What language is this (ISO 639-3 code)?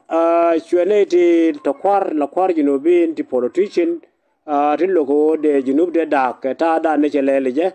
nus